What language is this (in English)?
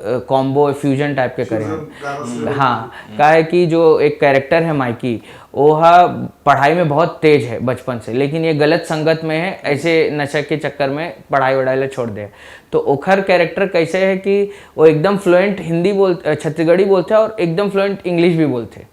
Chhattisgarhi